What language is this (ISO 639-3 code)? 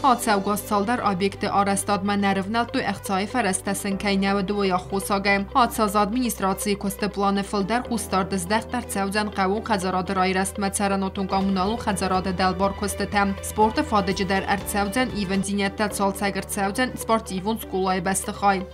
oss